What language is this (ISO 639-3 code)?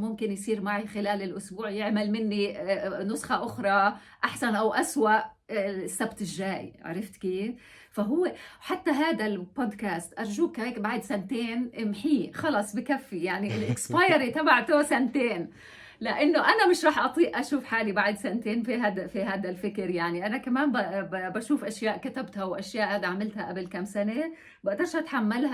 apc